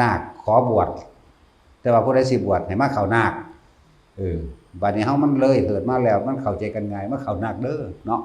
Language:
Lao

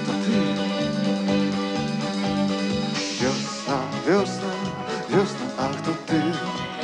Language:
Polish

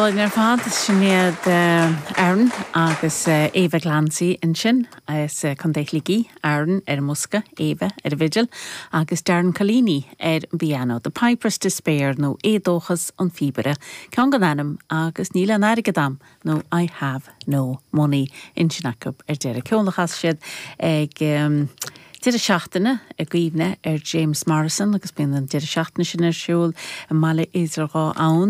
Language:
Irish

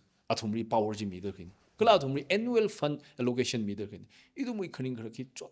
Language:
Tangkhul Naga (India)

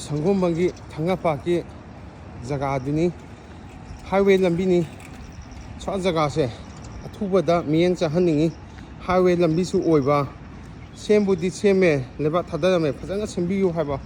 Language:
Manipuri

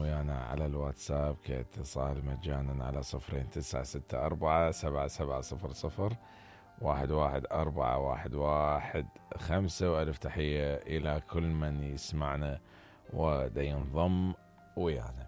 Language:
Mesopotamian Arabic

